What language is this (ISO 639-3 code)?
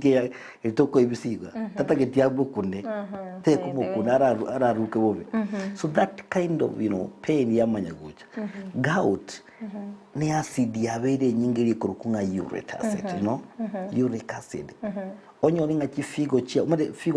guz